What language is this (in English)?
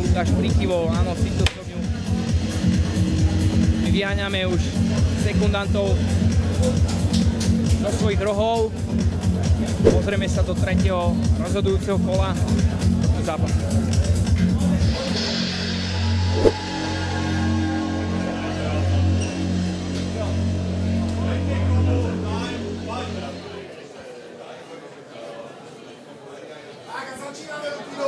Slovak